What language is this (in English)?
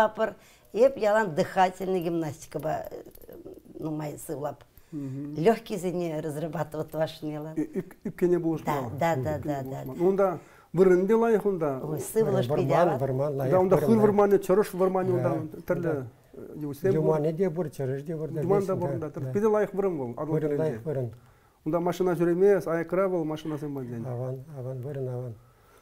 Chuvash